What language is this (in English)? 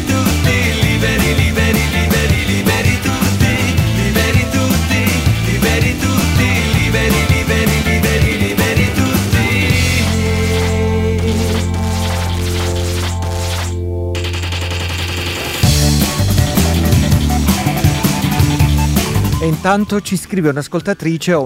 Italian